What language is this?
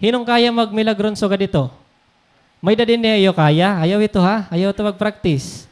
Waray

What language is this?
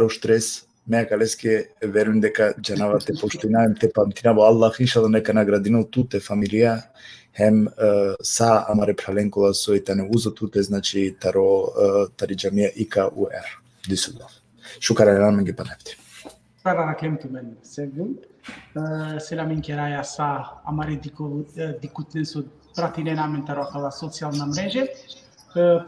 Balkan Romani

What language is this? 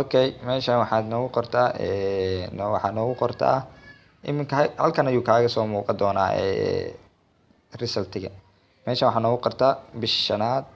Somali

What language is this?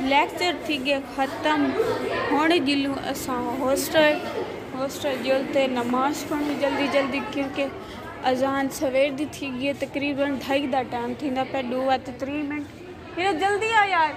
Saraiki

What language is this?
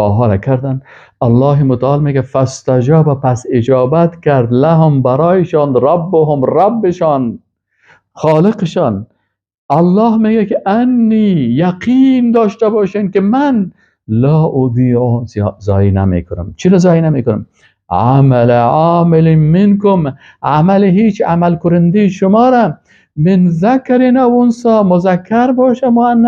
Persian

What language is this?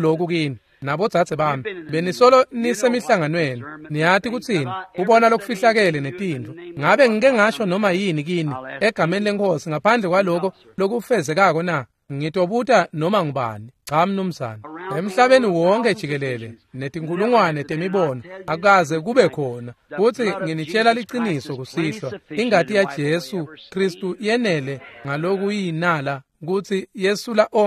Swati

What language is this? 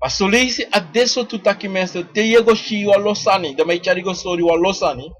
Sranan Tongo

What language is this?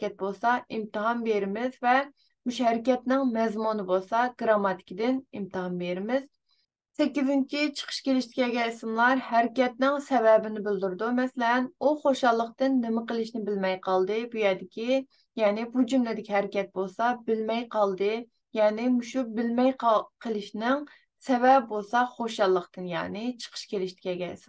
Uyghur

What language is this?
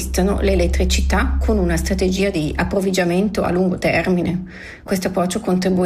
Italian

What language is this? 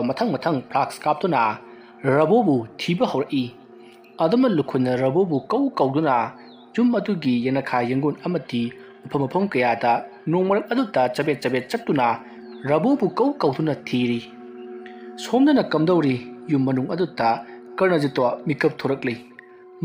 Manipuri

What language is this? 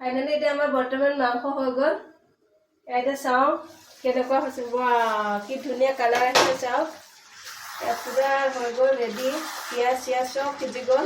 Assamese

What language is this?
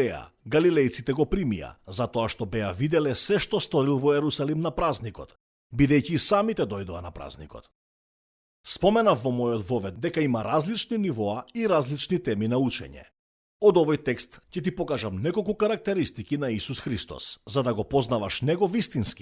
Macedonian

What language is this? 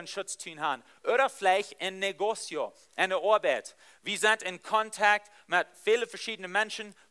Plautdietsch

